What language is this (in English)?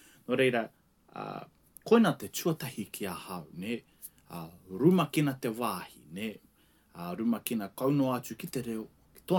Māori